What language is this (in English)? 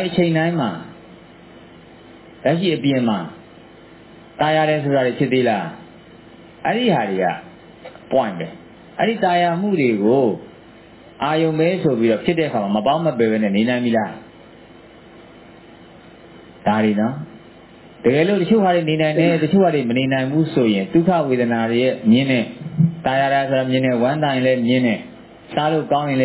Burmese